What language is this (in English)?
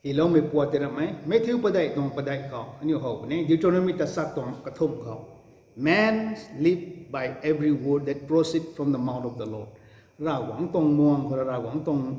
Rongmei Naga